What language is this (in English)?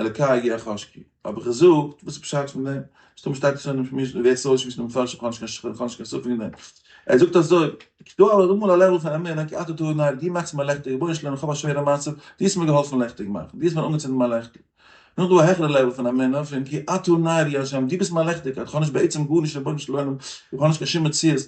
Yiddish